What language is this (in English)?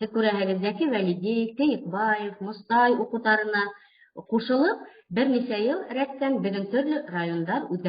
Bashkir